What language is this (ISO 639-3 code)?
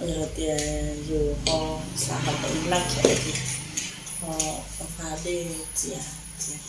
hmn